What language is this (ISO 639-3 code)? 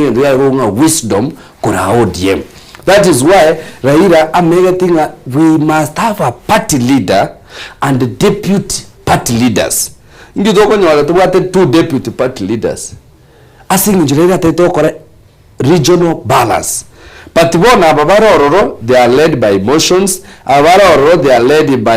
guz